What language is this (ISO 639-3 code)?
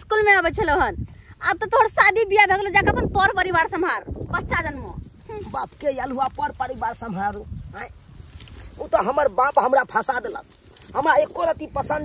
mai